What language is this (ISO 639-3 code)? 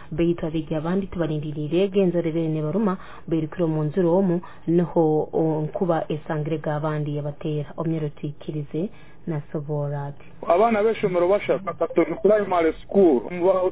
nyn